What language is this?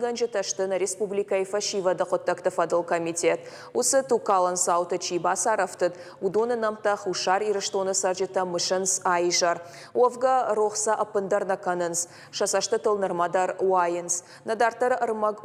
Ossetic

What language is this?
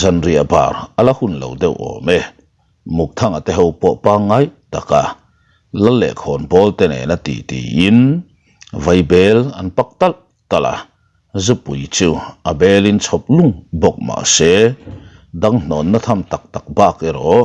Mizo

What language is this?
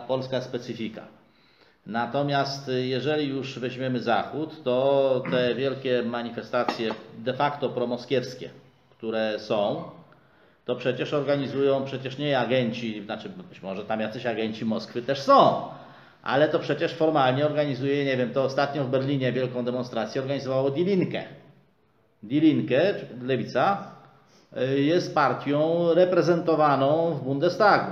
Polish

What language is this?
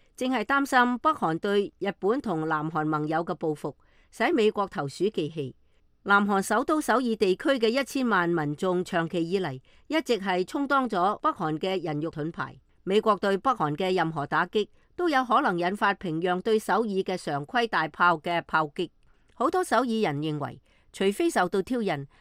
Cantonese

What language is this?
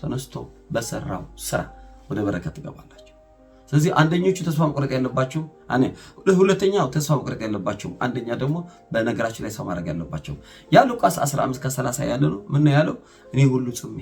Amharic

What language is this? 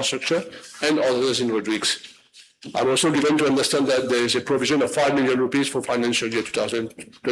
Morisyen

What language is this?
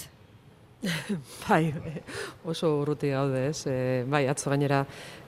Basque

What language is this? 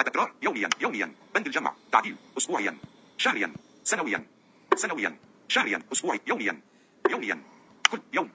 Najdi Arabic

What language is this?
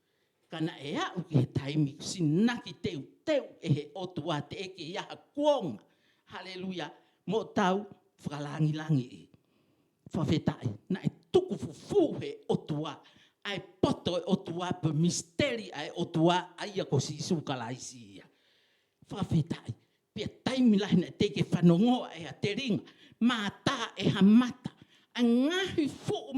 Tongan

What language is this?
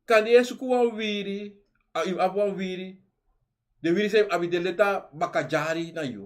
Sranan Tongo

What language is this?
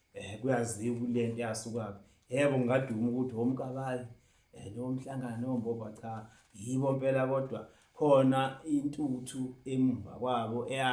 Zulu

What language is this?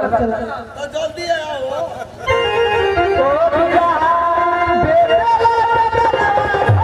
Bhojpuri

